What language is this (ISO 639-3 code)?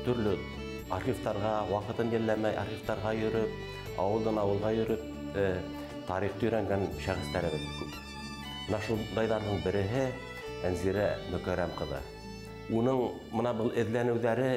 bak